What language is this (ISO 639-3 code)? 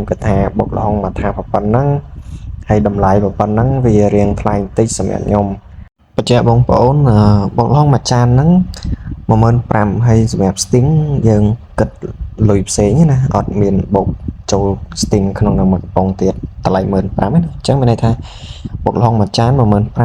khm